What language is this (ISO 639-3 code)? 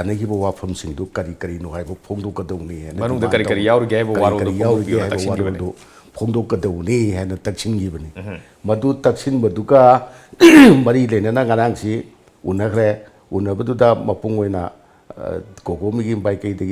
mni